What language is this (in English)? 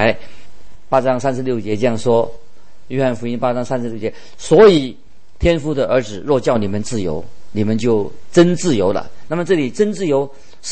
Chinese